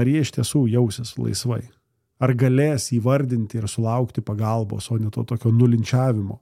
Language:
Lithuanian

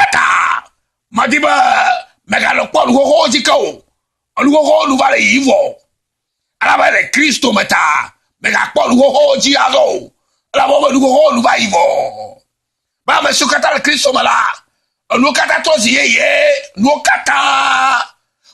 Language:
Ewe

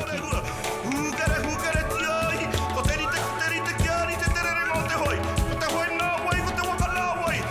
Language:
Māori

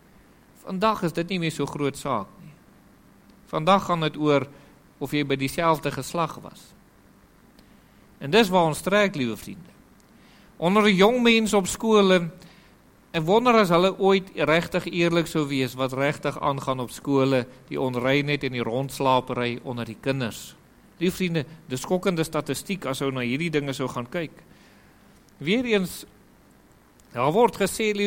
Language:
Afrikaans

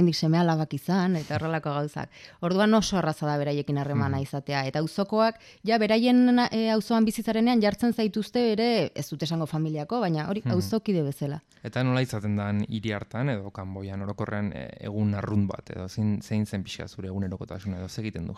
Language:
Basque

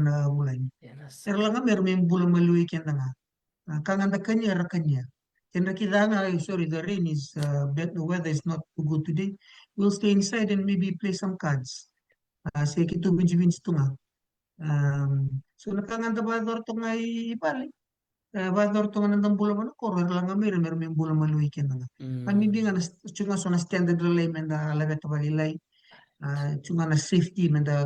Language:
Fijian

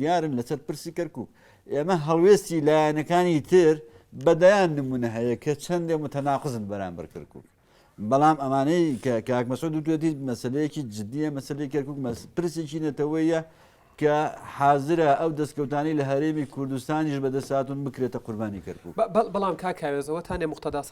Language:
Central Kurdish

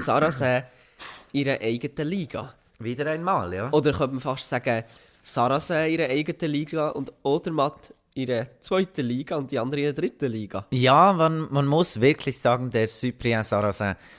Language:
Swiss German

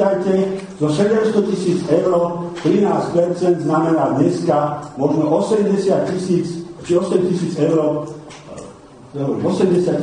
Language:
Slovak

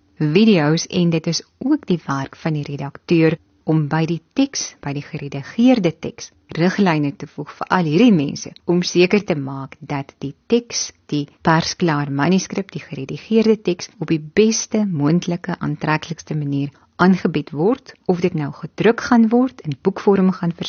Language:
Afrikaans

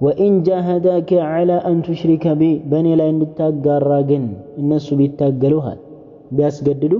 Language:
Amharic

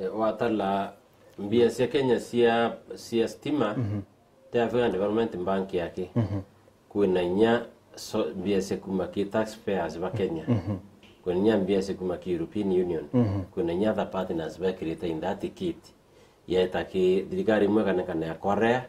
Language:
Meru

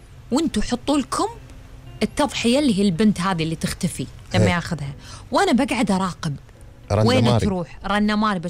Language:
Gulf Arabic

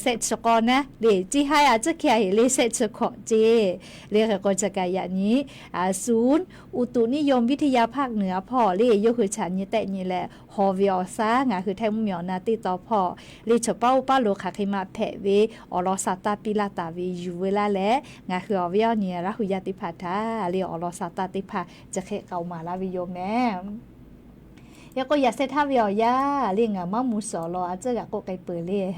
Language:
Lahu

